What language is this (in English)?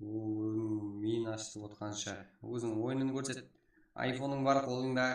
Kara-Kalpak